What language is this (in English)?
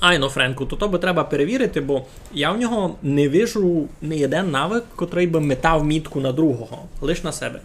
Rusyn